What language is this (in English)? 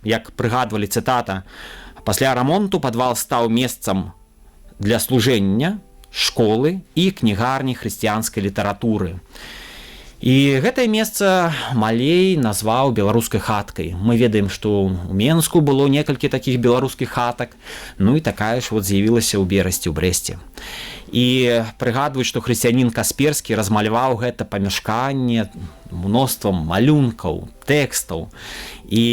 Belarusian